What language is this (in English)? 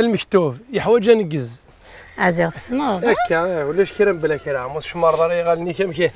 Kabyle